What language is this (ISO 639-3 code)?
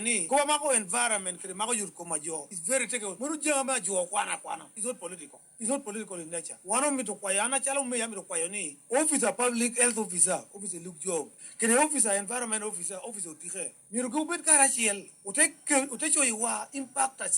laj